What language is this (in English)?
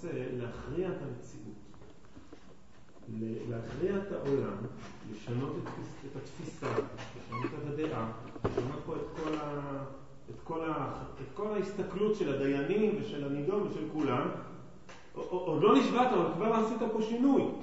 Hebrew